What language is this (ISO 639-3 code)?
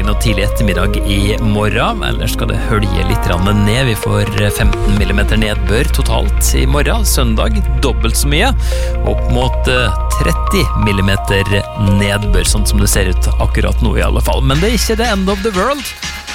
nor